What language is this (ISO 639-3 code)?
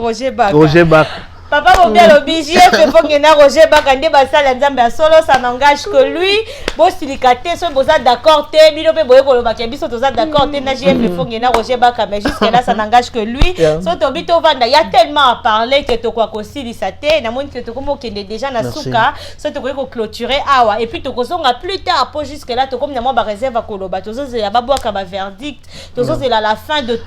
lin